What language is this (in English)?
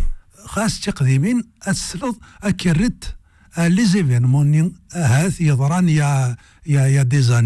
Kabyle